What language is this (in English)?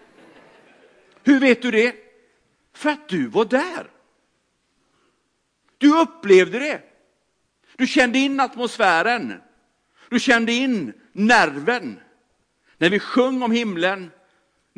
Swedish